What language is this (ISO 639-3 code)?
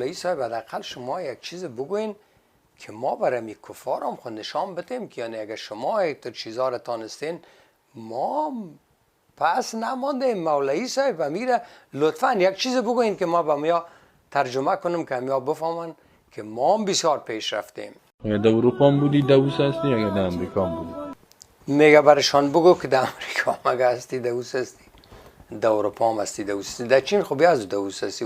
fas